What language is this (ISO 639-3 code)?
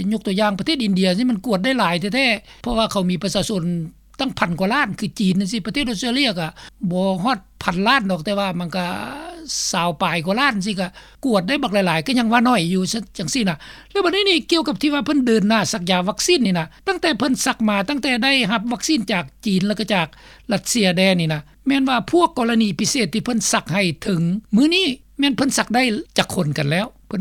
lao